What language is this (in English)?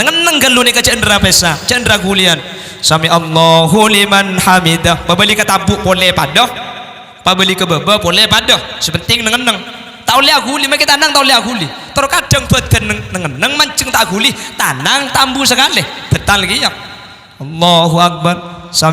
Madurese